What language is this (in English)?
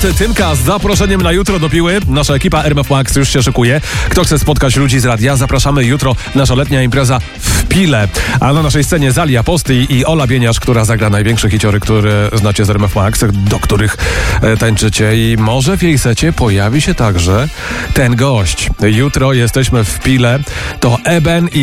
Polish